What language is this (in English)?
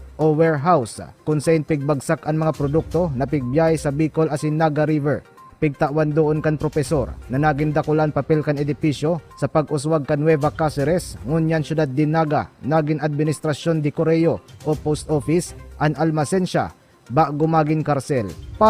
Bikol